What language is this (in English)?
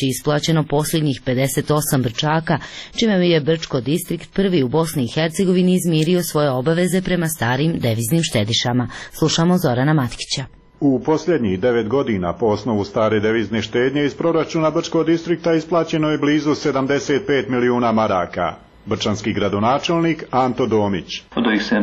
Croatian